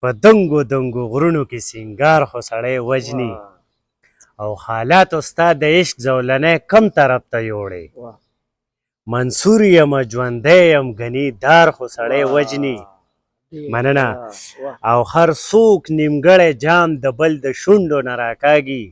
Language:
Pashto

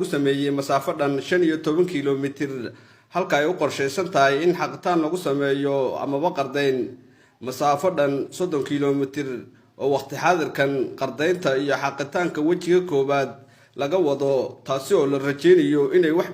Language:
Somali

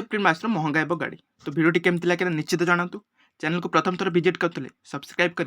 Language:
Odia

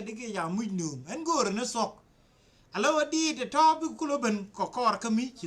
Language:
Nuer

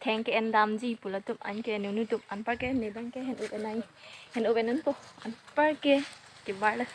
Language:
Karbi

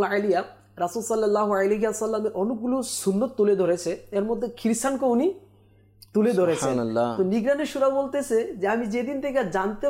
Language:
Bangla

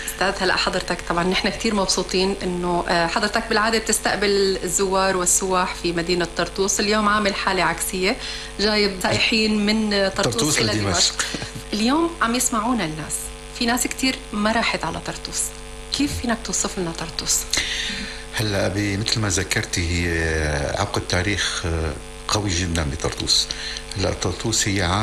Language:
North Levantine Arabic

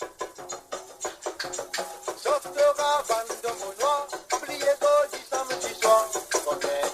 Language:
Morisyen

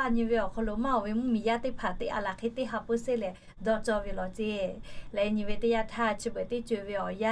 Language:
Lahu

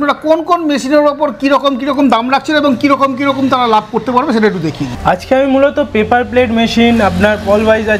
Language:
Bangla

